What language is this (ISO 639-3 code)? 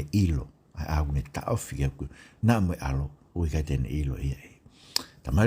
ton